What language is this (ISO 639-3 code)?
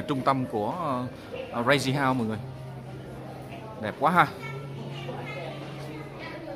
vie